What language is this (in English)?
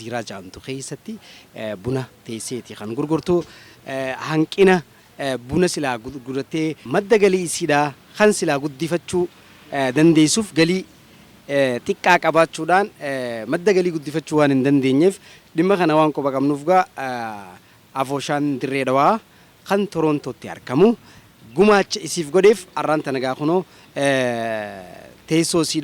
Oromo